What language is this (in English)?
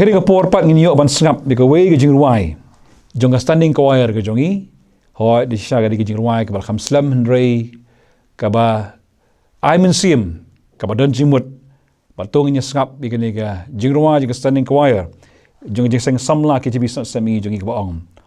Khasi